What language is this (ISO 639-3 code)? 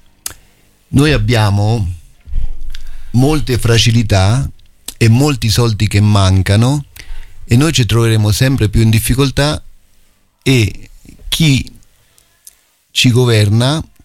ita